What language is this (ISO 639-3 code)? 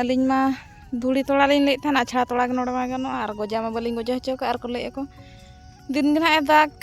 sat